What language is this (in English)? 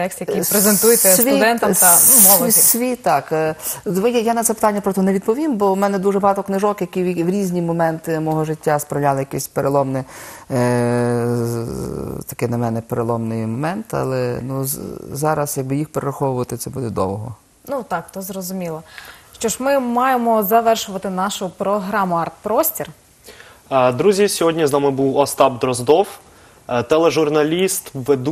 Ukrainian